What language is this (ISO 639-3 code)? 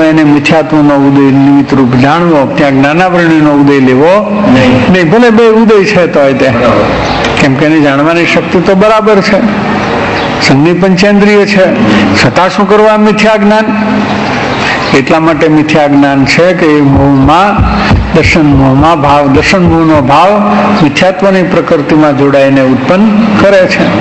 guj